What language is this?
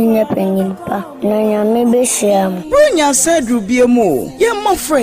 Akan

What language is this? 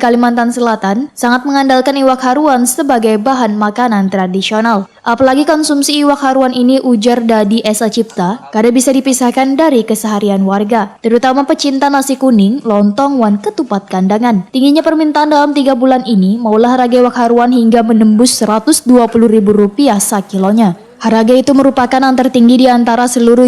Banjar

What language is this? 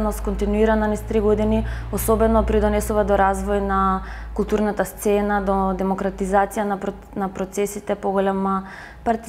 Macedonian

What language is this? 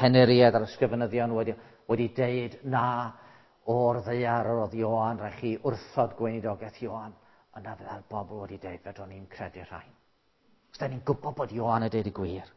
Welsh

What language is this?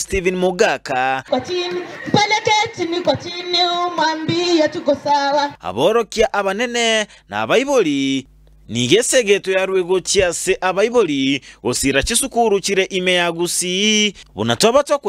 Gusii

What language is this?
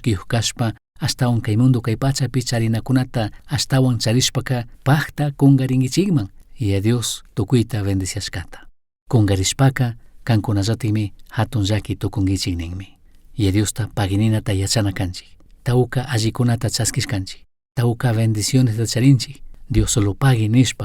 Chimborazo Highland Quichua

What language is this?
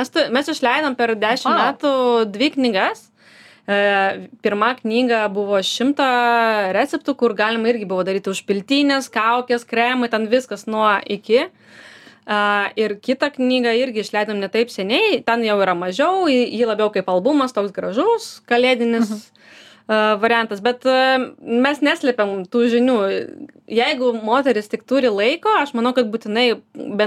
Lithuanian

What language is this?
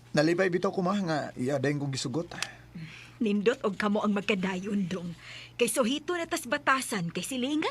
Cebuano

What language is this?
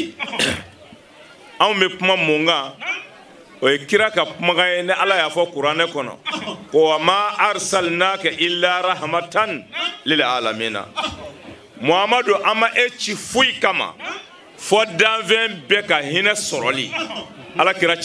Bambara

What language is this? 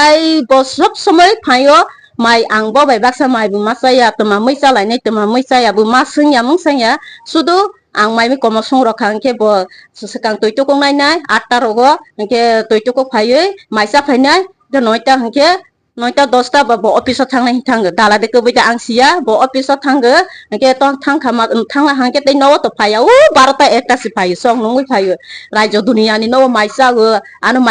Kok Borok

